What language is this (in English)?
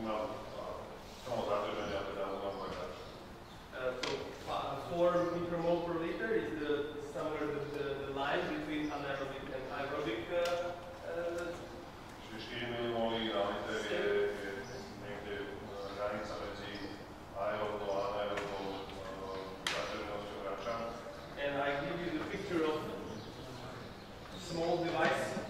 Slovak